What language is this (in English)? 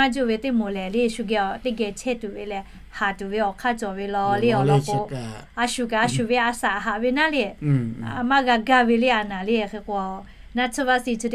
Lahu